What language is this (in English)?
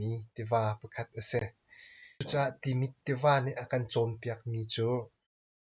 Hakha Chin